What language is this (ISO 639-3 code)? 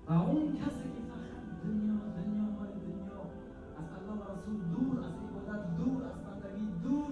tgk